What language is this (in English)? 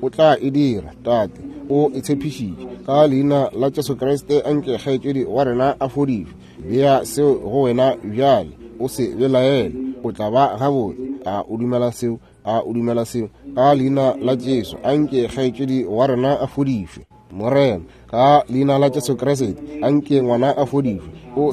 Northern Sotho